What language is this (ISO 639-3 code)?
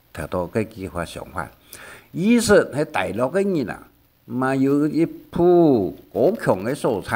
hak